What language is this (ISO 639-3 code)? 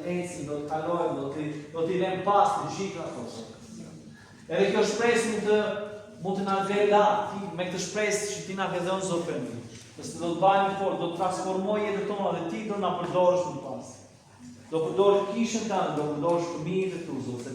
sqi